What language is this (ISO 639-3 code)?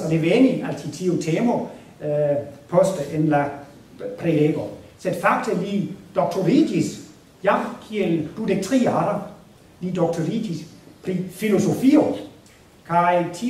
epo